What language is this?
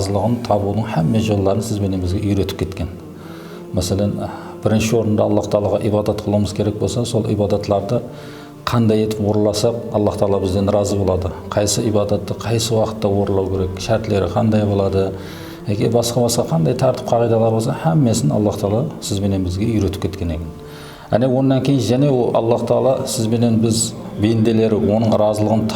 Kara-Kalpak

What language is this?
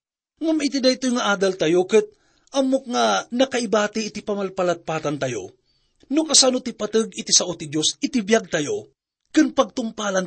Iloko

